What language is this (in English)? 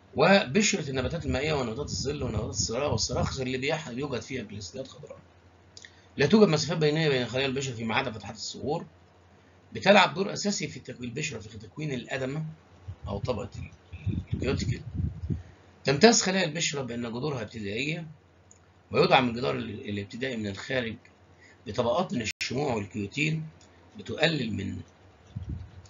Egyptian Arabic